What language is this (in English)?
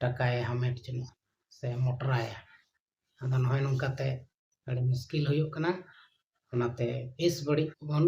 Santali